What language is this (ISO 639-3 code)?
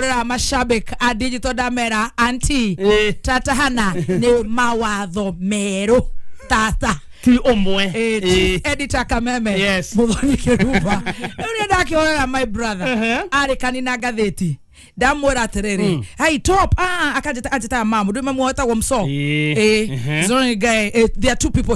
kik